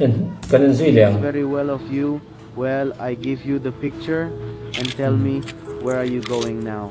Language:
Mizo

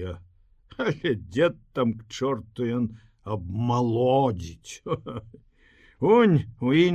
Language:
Belarusian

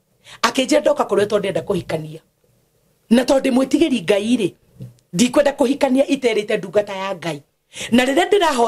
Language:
Kikuyu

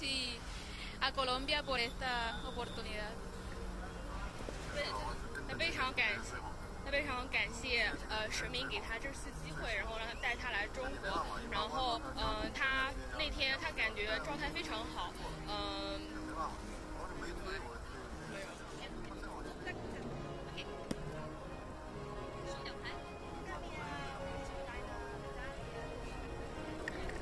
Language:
Chinese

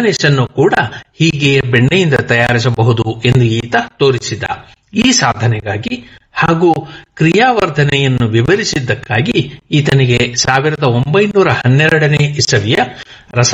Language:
Kannada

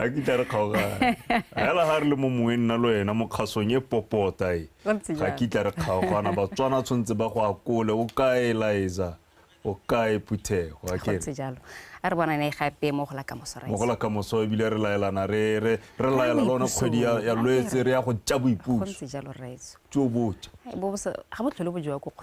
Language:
Tswana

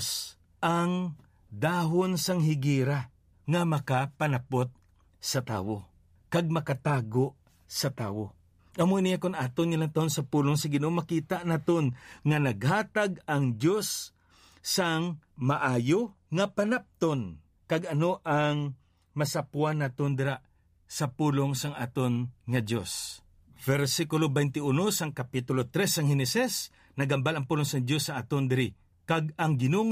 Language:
Hiligaynon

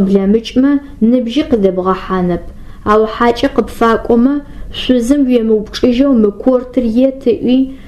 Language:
Adyghe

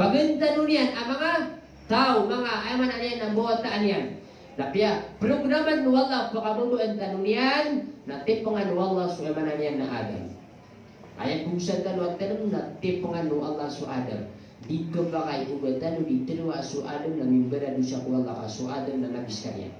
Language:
Maranao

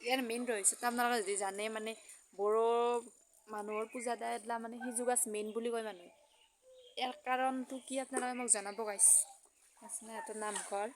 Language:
Assamese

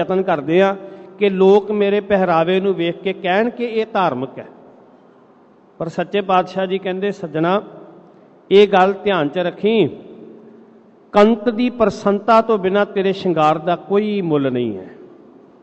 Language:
Punjabi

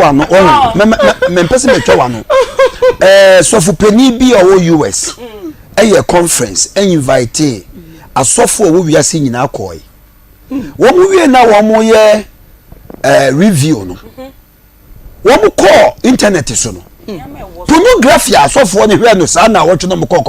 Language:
Akan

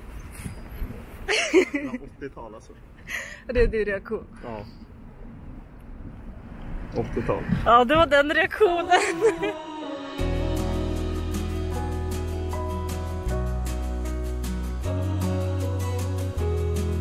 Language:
Swedish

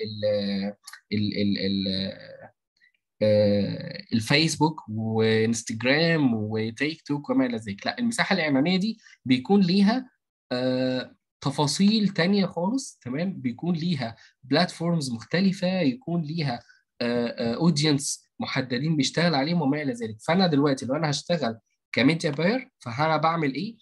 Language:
Egyptian Arabic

